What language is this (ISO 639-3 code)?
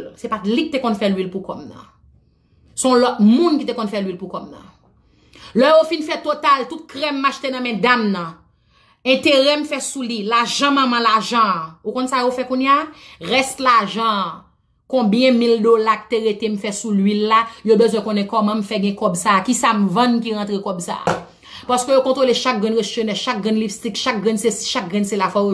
hat